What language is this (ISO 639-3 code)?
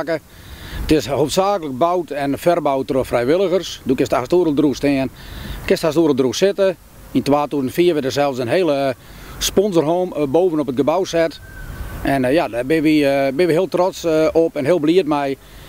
fry